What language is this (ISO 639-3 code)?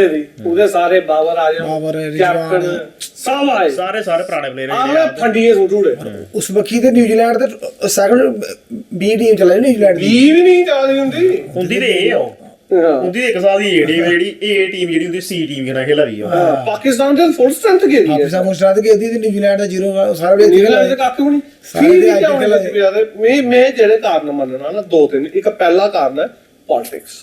doi